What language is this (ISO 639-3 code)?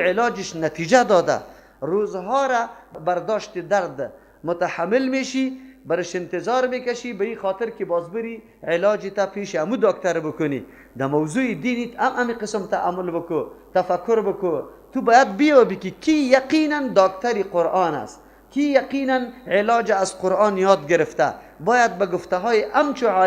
fas